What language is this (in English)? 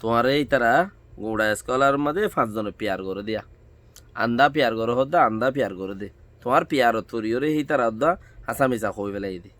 Rohingya